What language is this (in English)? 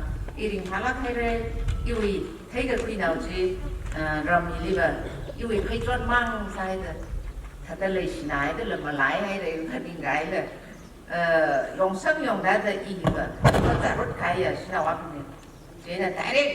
Tangkhul Naga (India)